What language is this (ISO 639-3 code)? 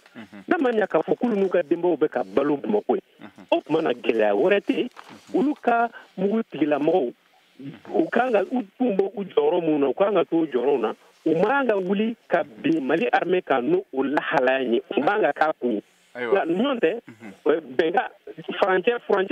bam